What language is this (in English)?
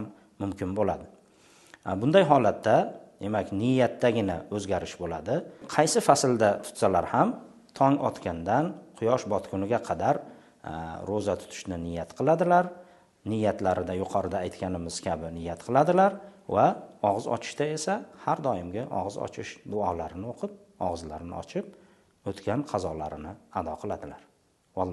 Uzbek